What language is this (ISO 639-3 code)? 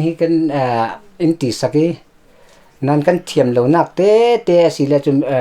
cfm